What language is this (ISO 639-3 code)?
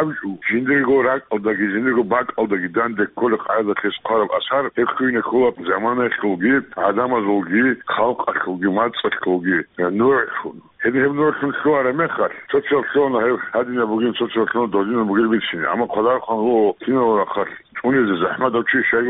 ava